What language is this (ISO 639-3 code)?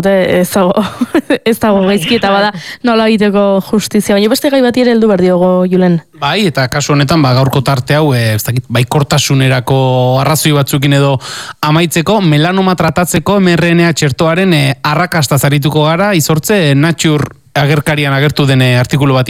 eus